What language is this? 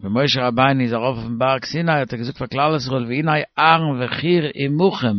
Yiddish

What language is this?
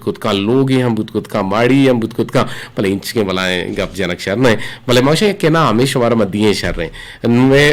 Eastern Balochi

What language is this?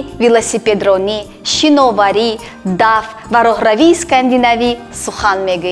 Tajik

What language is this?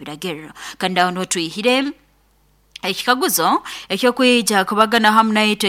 Nyoro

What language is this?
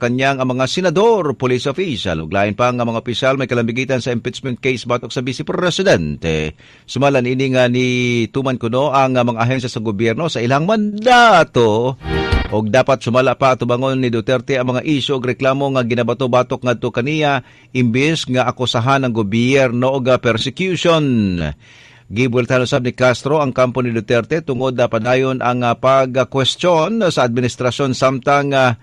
Cebuano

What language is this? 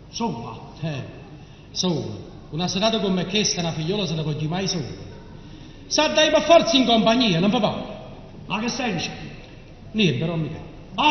Neapolitan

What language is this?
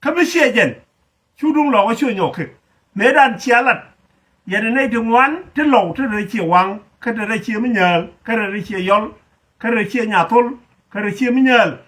Nuer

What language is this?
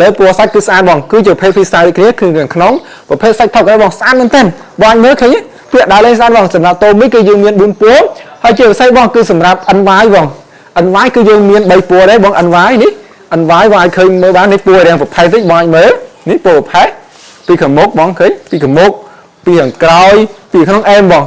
Khmer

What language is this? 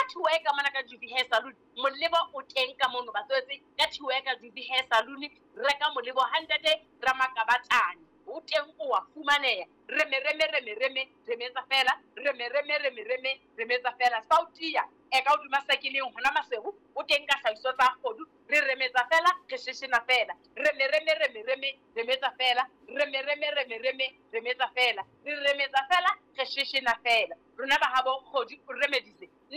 Southern Sotho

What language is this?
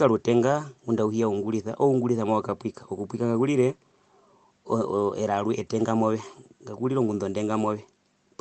Herero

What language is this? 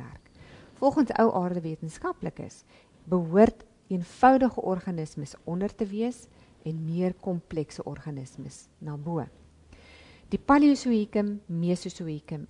Afrikaans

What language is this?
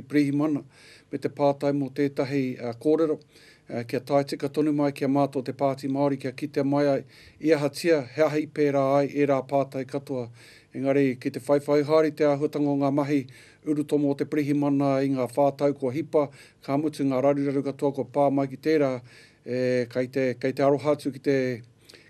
Māori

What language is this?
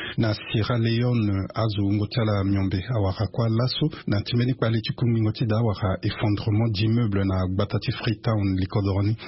Sango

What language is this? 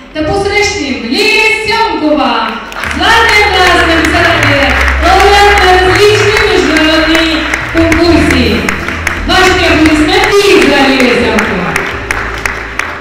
Bulgarian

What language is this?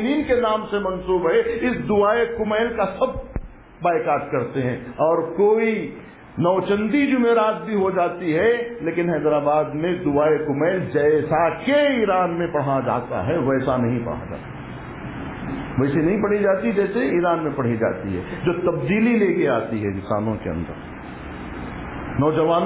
Urdu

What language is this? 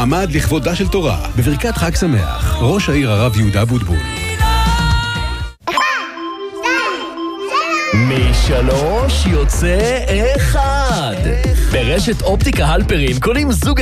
Hebrew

